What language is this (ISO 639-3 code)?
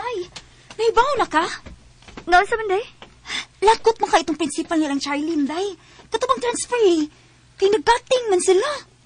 ceb